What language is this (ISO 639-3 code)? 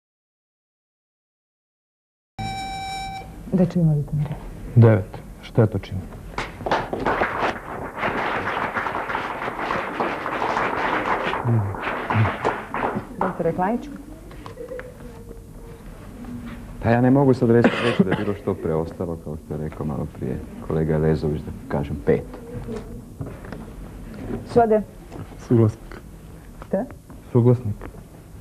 hrv